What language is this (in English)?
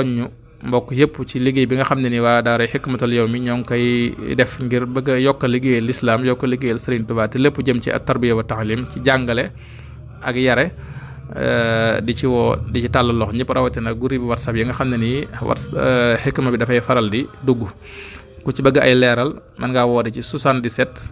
Wolof